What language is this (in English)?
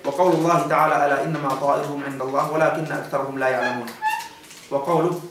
Yakan